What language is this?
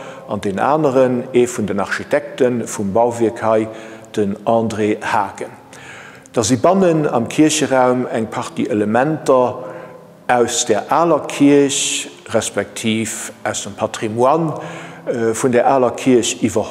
Luxembourgish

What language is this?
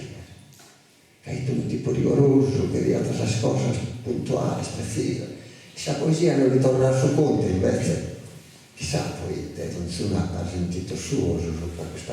Sardinian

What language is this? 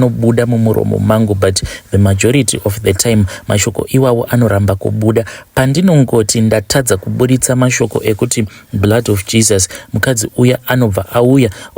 Shona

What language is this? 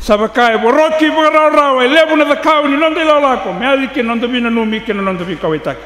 Fijian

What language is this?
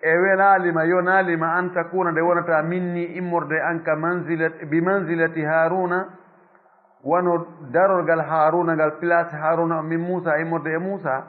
Fula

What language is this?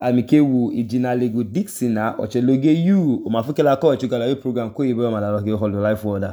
Idoma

